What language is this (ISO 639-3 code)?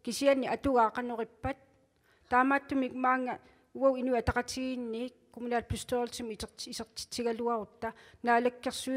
kal